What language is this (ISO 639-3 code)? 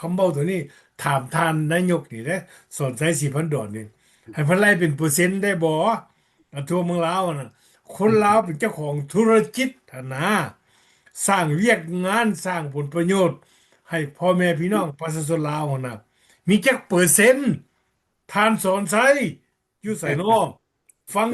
lao